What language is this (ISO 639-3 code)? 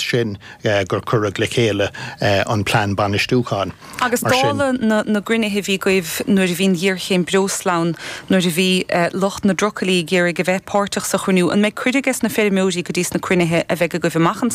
gle